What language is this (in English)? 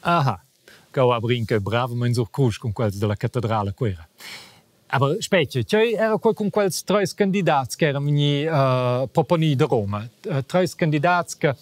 Romansh